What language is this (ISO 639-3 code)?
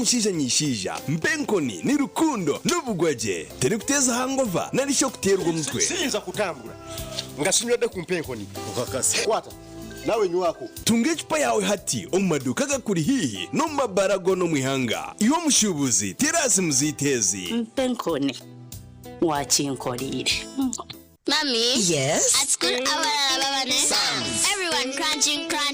nyn